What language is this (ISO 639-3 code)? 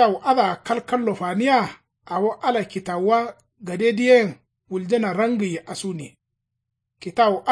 kau